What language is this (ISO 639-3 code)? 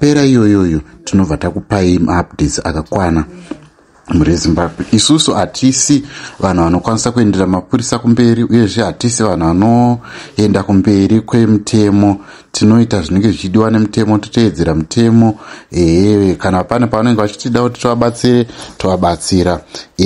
sna